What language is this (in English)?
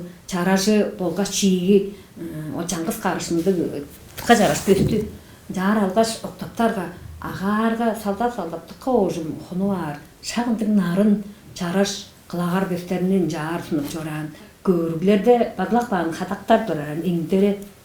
Tuvinian